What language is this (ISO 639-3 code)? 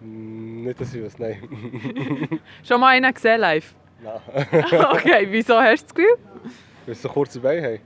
gsw